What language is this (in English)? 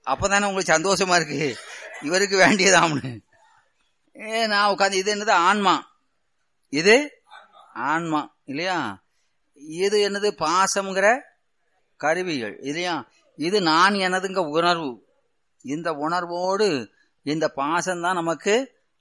Tamil